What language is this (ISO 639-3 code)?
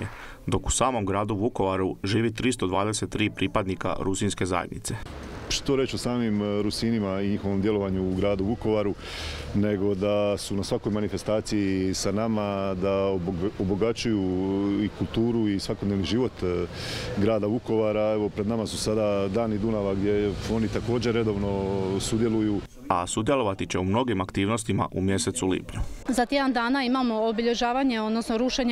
hrv